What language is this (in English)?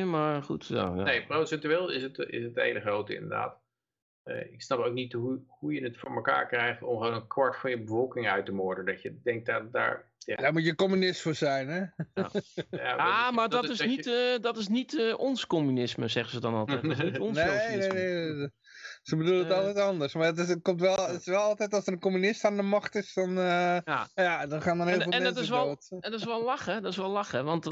Dutch